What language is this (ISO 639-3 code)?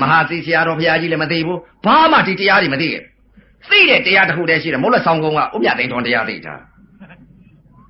mya